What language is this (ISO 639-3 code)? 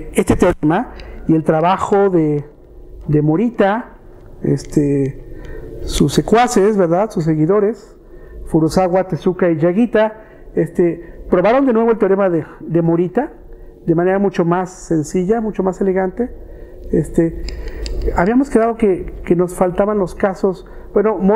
spa